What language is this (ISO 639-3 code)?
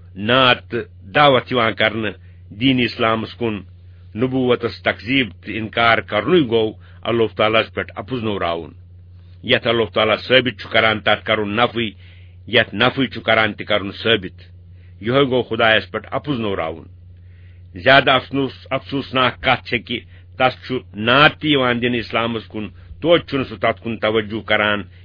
kas